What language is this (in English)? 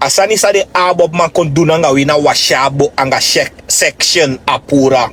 Sranan Tongo